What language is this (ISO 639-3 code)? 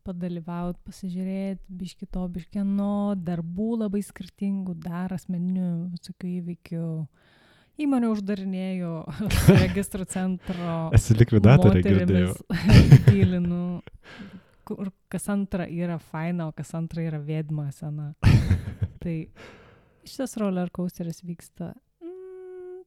lit